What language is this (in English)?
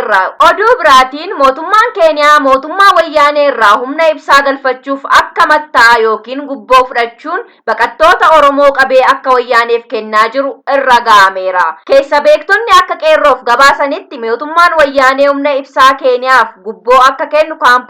Oromo